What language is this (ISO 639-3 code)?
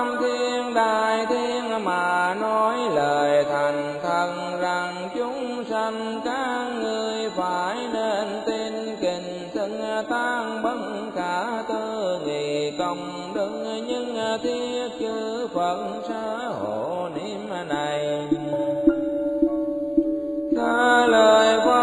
vie